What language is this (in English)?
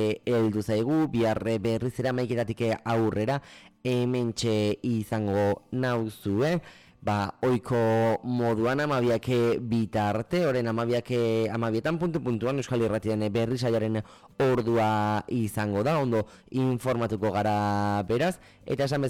Basque